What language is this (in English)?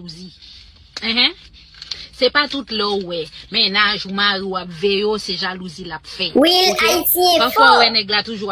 Haitian Creole